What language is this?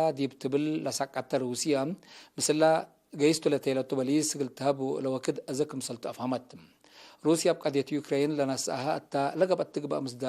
Tigre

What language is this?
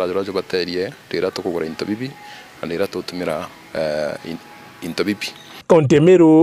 Meru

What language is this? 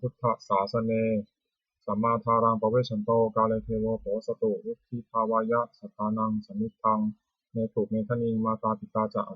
Pali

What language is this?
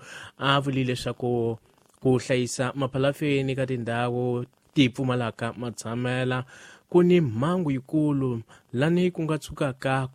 Tsonga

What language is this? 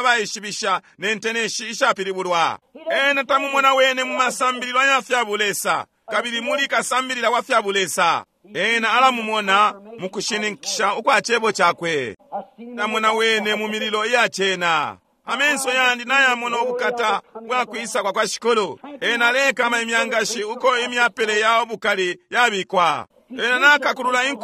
Bemba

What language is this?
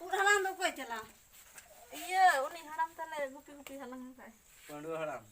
Santali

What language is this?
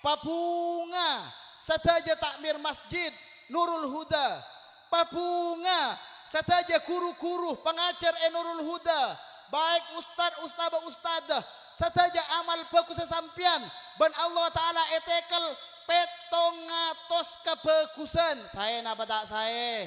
Madurese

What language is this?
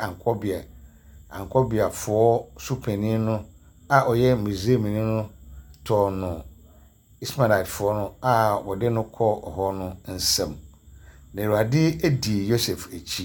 Akan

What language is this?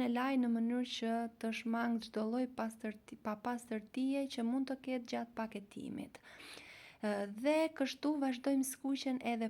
Albanian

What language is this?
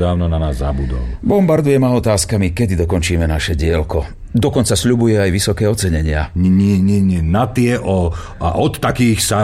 Slovak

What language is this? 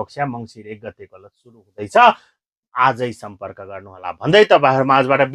Nepali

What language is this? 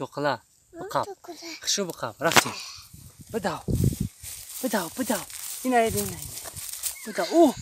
Tajik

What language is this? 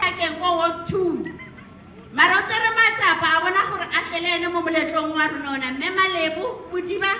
Tswana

